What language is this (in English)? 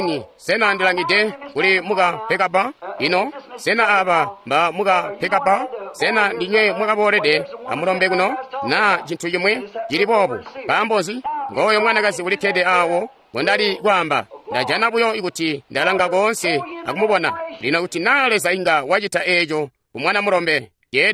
Tonga (Zambia)